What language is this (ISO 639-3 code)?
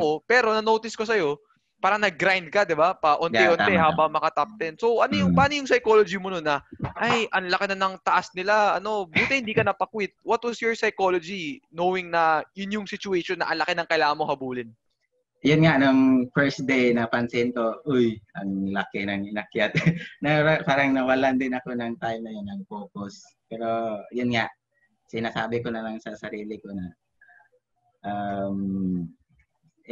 fil